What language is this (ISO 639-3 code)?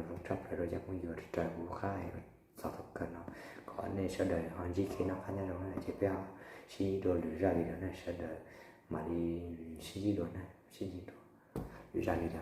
hmn